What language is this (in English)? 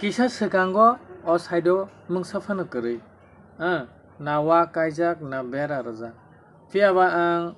Kok Borok